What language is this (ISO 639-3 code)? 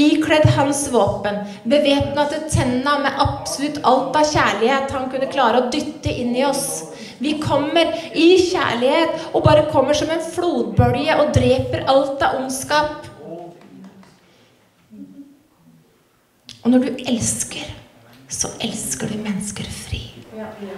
nor